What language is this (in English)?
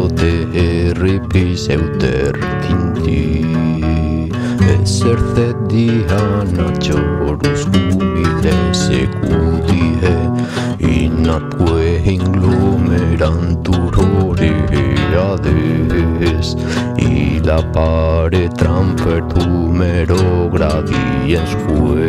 Latin